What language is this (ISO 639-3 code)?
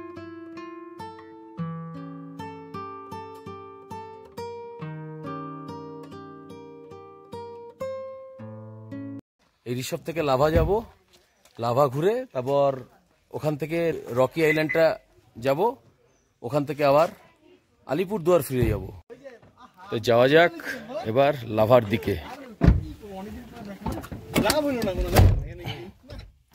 ben